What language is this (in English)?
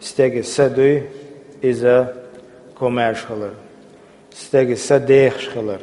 Chechen